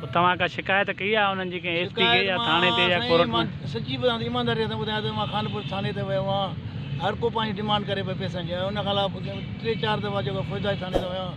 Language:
Sindhi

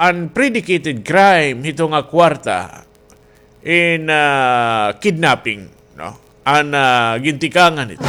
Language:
Waray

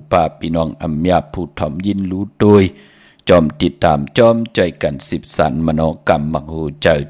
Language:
Shan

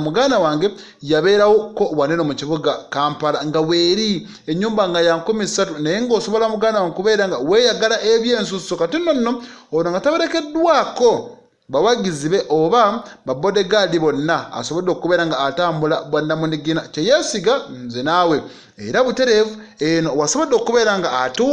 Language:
Ganda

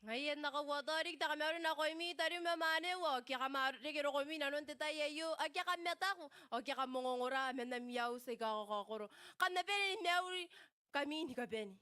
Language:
Gilbertese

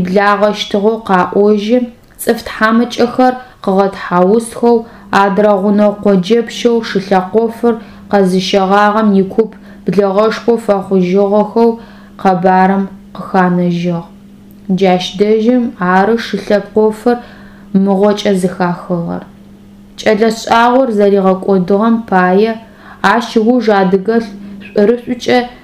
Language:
Adyghe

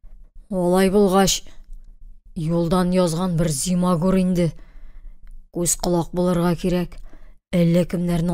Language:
Tatar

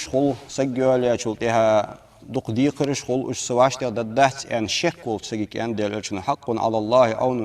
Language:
Ingush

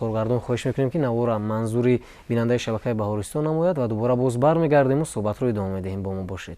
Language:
Tajik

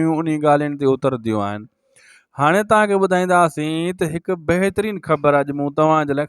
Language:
Sindhi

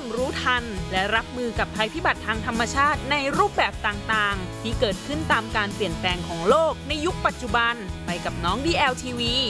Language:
Thai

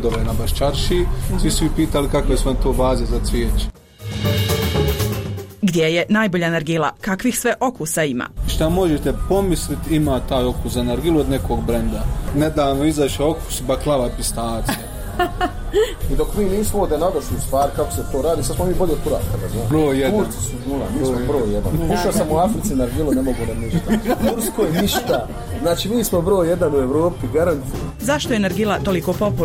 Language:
Bosnian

